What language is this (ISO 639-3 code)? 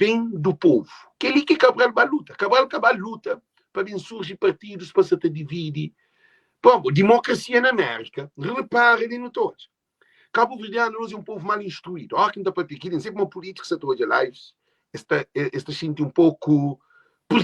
kea